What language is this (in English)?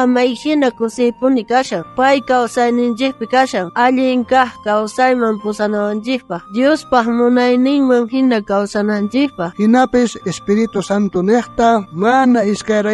South Bolivian Quechua